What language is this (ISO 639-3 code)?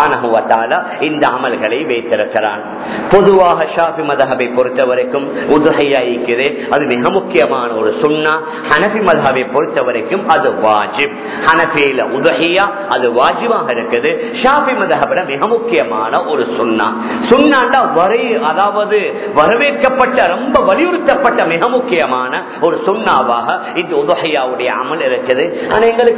tam